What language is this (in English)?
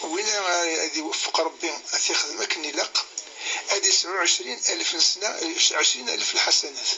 Kabyle